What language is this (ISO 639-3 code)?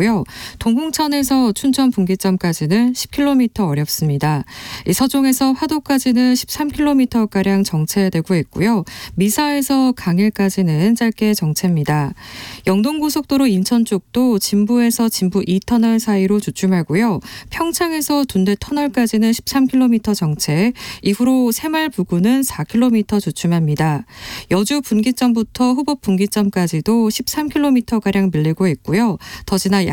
kor